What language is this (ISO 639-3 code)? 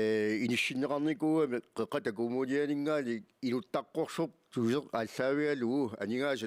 kal